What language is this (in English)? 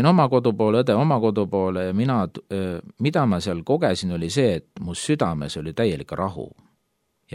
Estonian